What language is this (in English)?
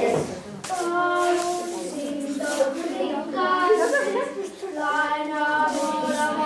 Estonian